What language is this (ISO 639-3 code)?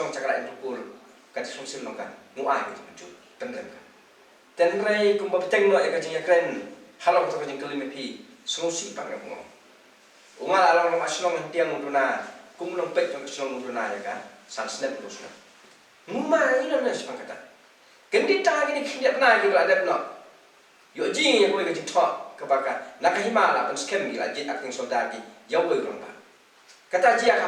kha